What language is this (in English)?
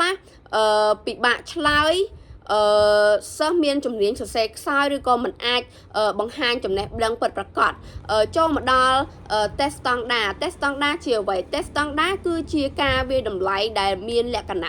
Khmer